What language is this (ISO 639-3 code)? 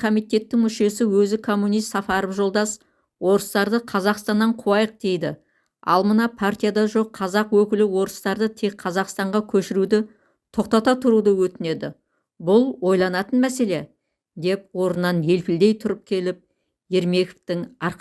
kaz